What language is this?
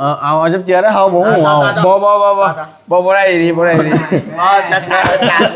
Northeastern Thai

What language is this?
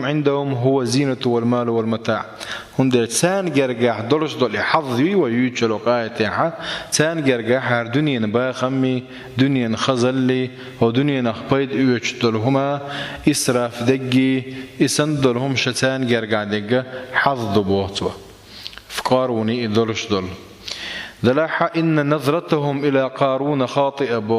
Chechen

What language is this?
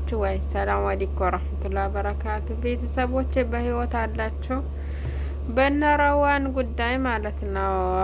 Amharic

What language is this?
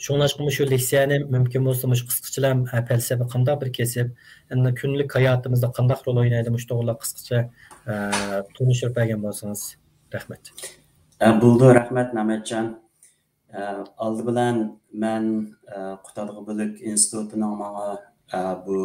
Uyghur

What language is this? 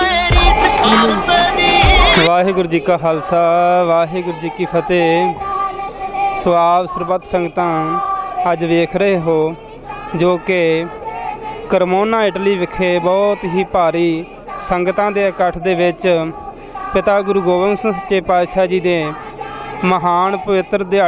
Punjabi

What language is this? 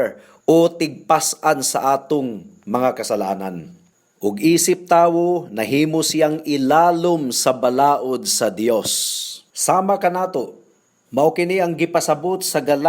Cebuano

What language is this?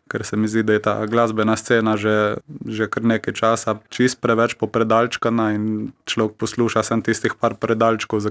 Slovenian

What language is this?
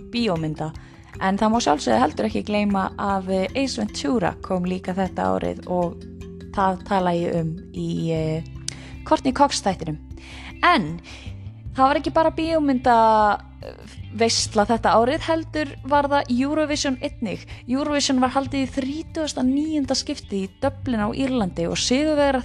Icelandic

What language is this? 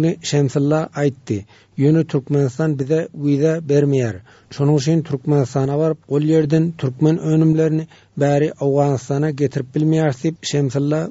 Turkmen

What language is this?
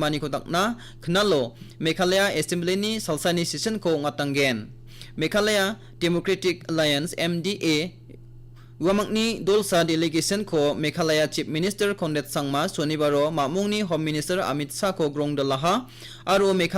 Garo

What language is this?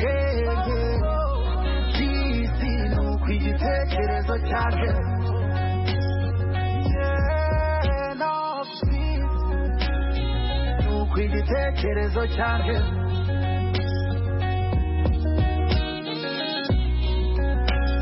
Kinyarwanda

